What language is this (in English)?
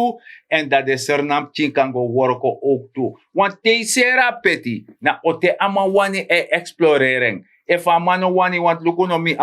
Sranan Tongo